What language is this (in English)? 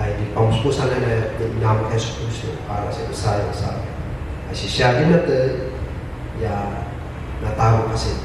Kankanaey